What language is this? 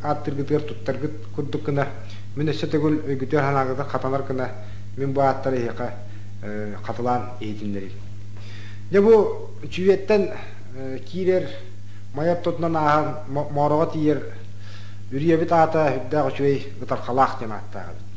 Yakut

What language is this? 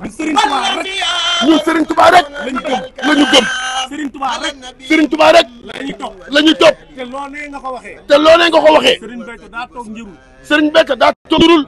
Wolof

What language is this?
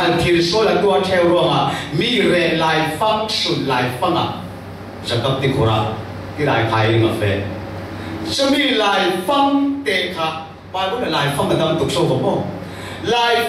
Falam Chin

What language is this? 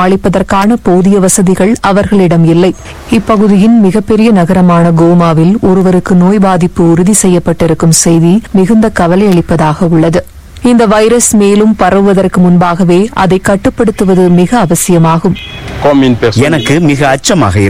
Tamil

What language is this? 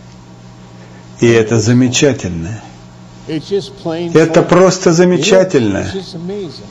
Russian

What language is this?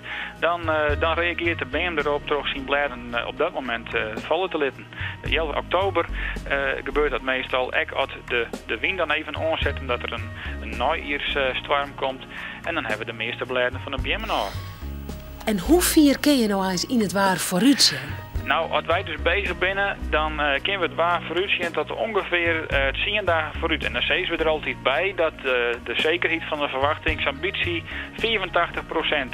Western Frisian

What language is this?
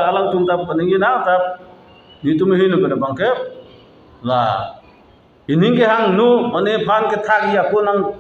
Karbi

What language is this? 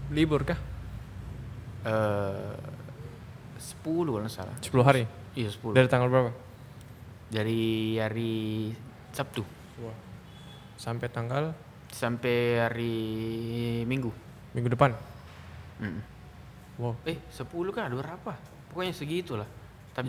Indonesian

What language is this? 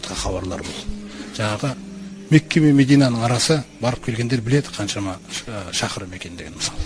Kazakh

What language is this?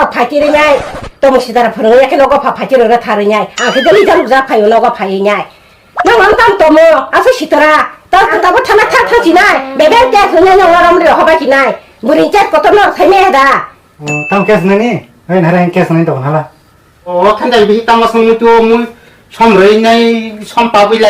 Kok Borok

